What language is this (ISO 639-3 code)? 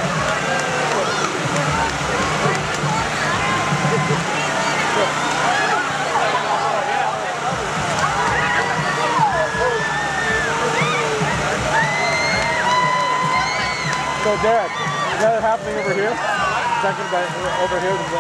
eng